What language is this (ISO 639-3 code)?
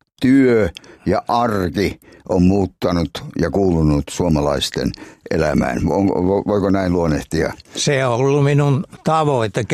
fin